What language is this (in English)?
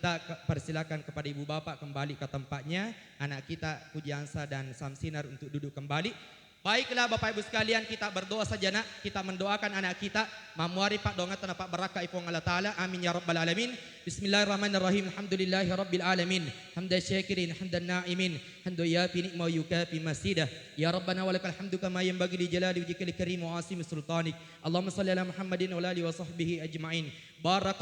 Buginese